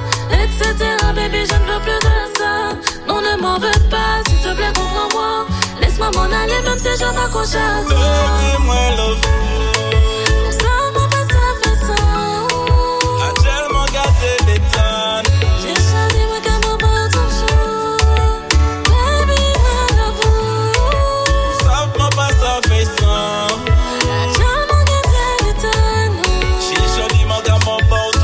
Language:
French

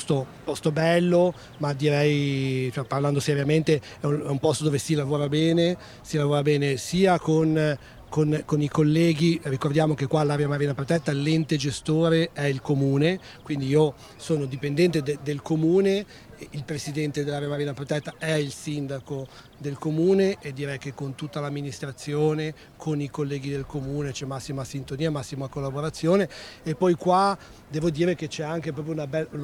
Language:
Italian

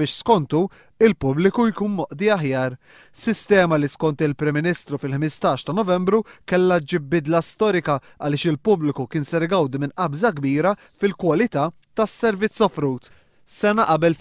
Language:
Maltese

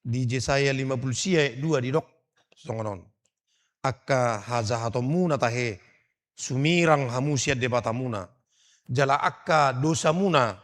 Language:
Batak Toba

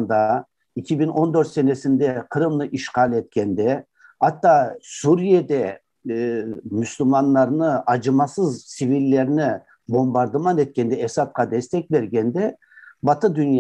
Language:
Crimean Tatar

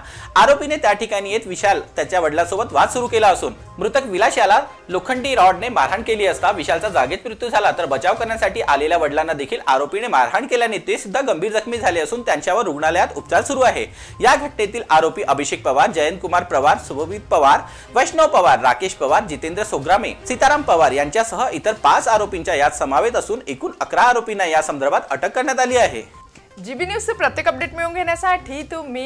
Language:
Marathi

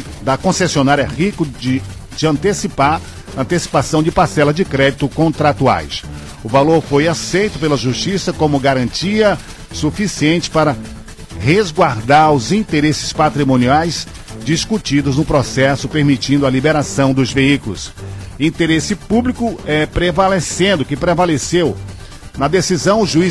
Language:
Portuguese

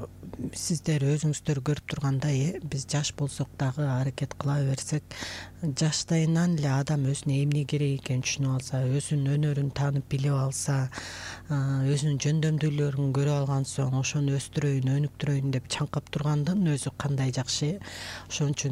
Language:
Kyrgyz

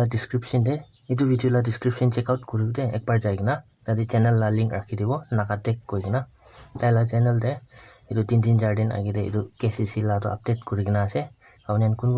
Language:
Naga Pidgin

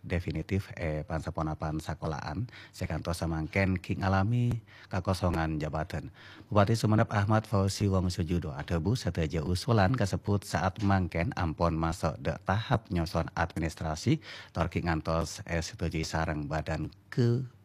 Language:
Madurese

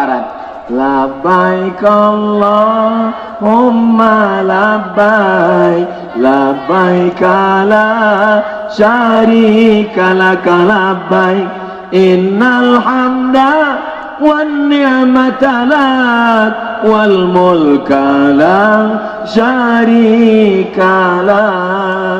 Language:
Minangkabau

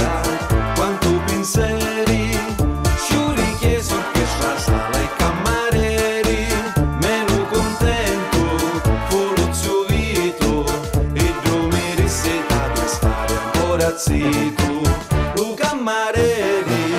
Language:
Sicilian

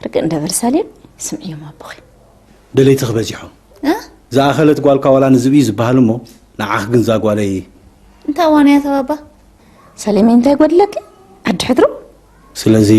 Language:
Tigrinya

